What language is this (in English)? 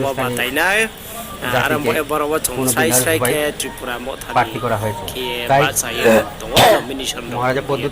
Riang (India)